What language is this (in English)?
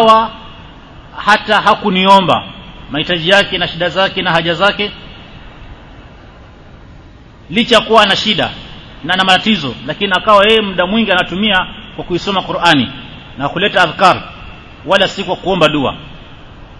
Swahili